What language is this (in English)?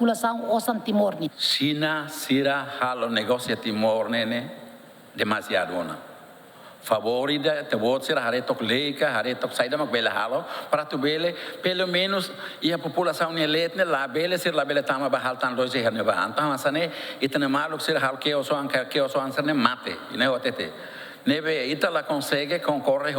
Tetum